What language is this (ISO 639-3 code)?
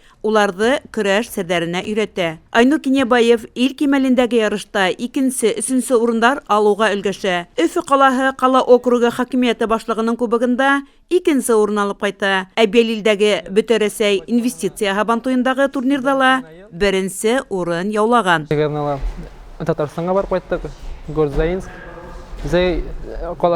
bak